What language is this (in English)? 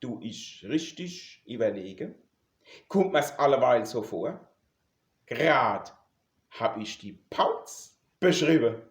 Palatine German